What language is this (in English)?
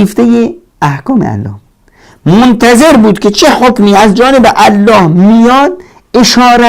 Persian